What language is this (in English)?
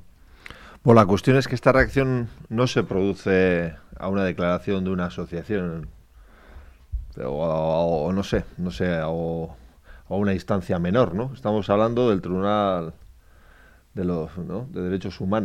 Spanish